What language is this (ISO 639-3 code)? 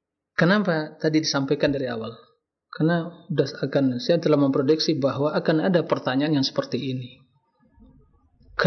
ind